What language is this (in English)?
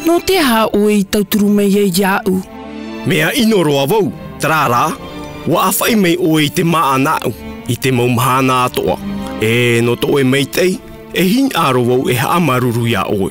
Tahitian